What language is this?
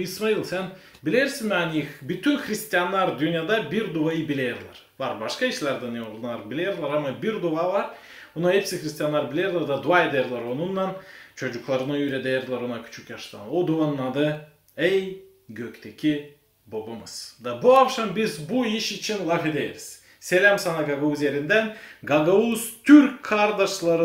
Gagauz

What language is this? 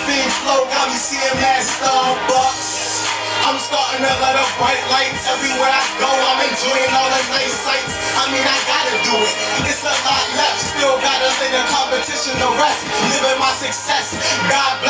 English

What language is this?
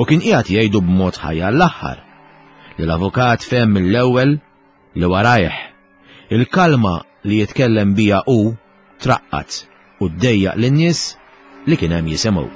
Maltese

